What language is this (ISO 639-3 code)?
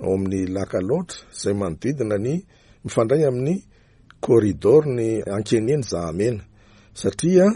mlg